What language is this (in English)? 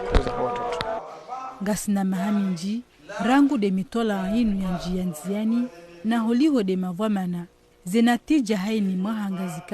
Ngazidja Comorian